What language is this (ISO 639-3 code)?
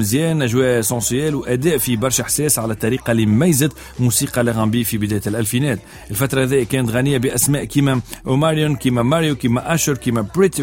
aeb